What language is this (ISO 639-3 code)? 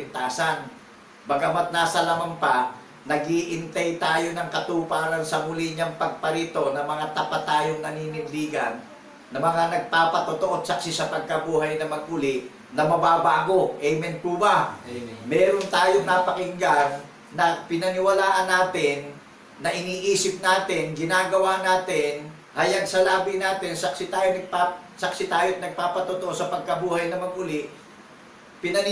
fil